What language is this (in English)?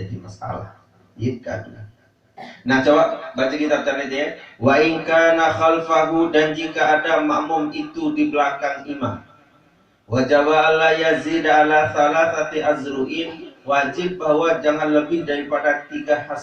Sasak